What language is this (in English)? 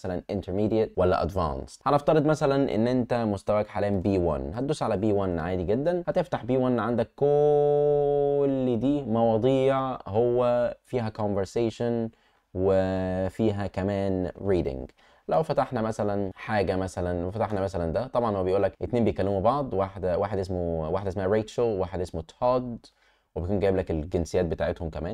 Egyptian Arabic